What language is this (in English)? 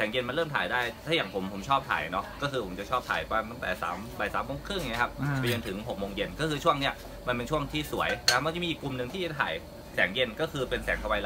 Thai